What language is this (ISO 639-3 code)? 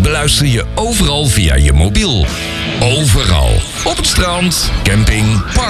nld